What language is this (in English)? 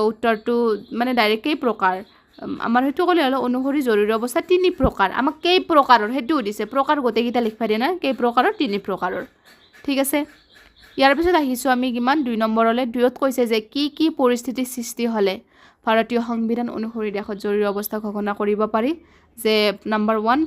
Assamese